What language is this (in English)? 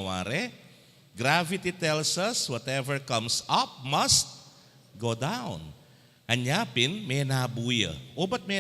Pampanga